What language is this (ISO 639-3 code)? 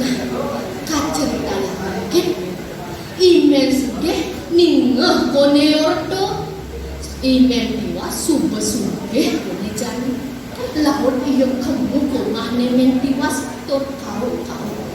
ban